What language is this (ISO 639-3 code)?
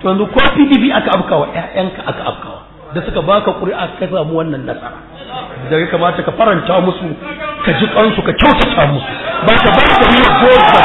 hau